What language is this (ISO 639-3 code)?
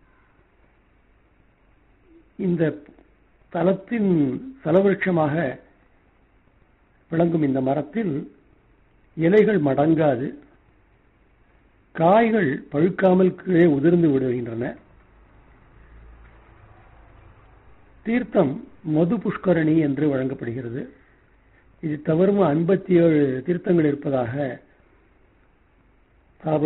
tam